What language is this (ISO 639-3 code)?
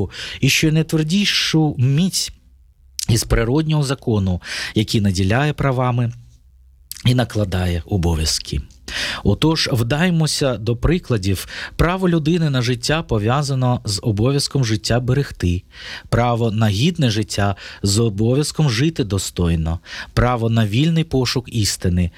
ukr